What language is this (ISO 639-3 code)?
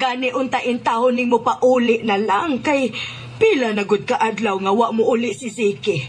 ceb